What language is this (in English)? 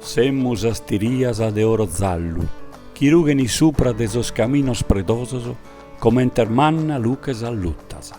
Sardinian